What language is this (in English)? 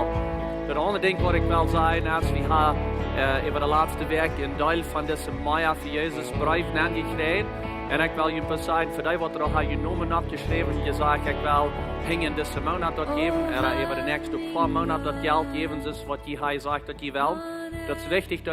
Plautdietsch